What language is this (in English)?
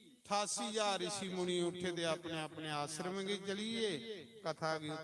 Dogri